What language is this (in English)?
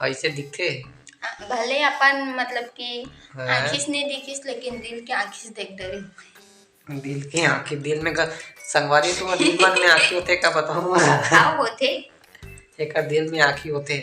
Chhattisgarhi